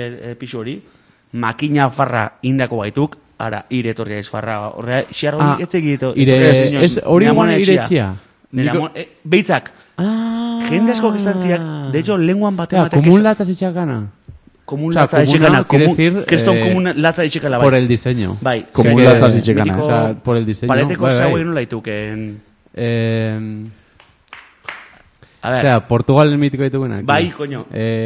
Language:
Basque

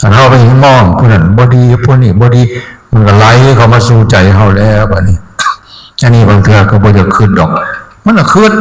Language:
Northeastern Thai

